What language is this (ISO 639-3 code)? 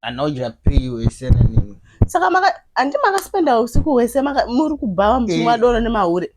sna